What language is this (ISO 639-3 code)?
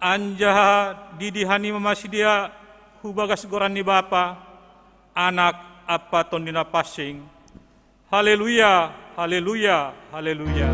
bts